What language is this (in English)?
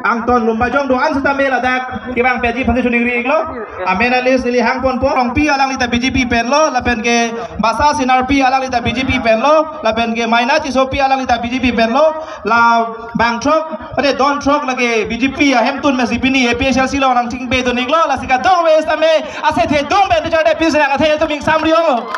Karbi